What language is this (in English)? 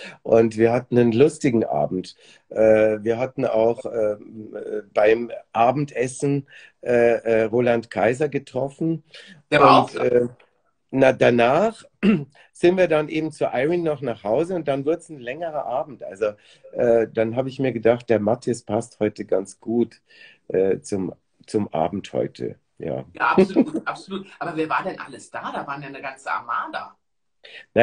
German